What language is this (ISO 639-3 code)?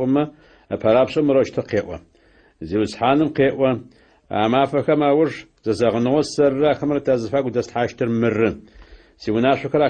ady